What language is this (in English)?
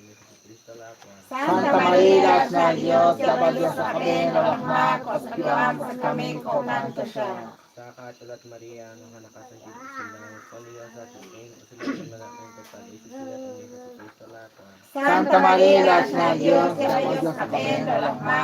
Kekchí